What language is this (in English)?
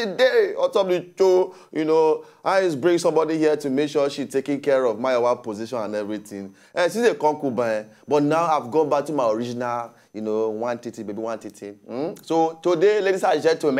Nigerian Pidgin